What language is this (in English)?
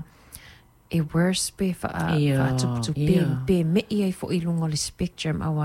Samoan